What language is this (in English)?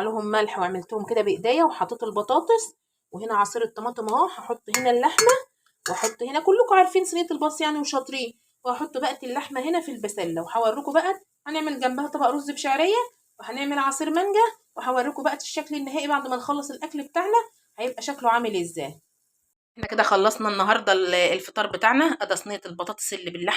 Egyptian Arabic